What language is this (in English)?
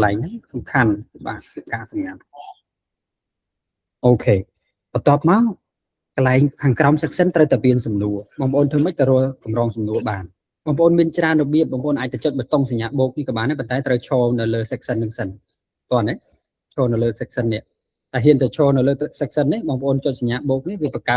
Khmer